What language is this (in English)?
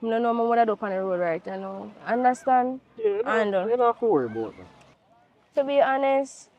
Jamaican Creole English